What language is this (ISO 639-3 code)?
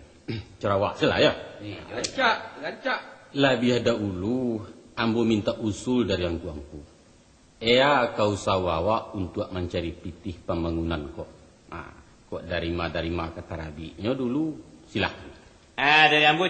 min